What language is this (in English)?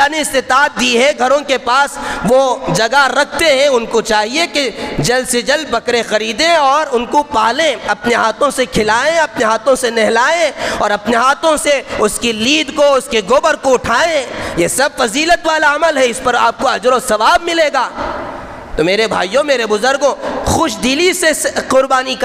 Urdu